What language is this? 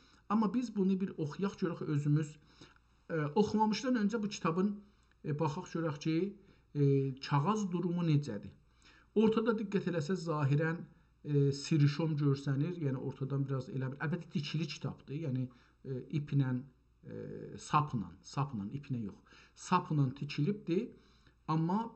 South Azerbaijani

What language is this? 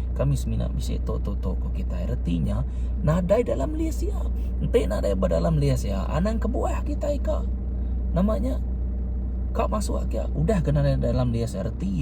Iban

